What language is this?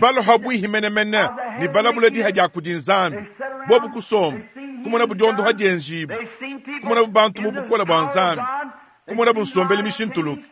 Luba-Lulua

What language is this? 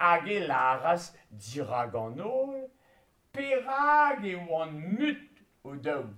Breton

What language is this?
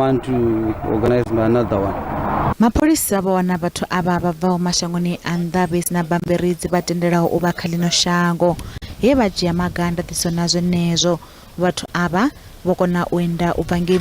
Venda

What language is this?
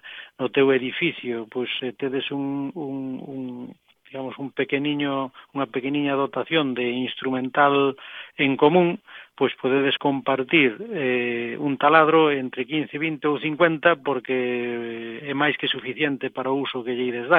Galician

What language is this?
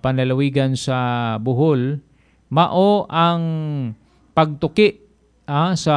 Cebuano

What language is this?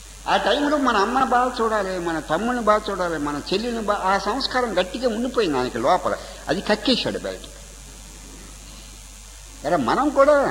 Telugu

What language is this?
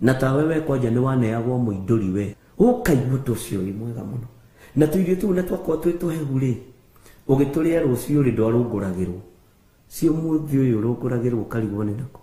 Kikuyu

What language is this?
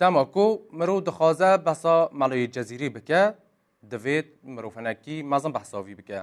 Kurdish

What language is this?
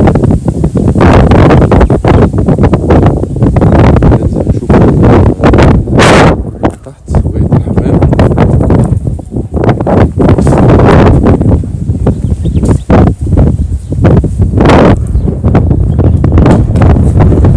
Egyptian Arabic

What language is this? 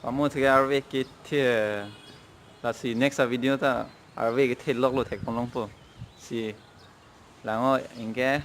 Karbi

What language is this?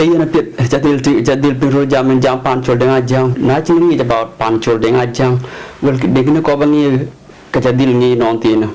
Dinka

